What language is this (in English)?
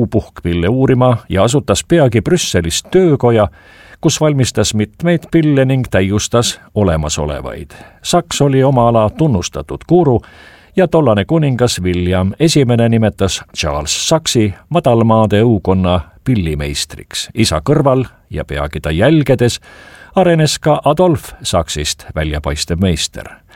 Estonian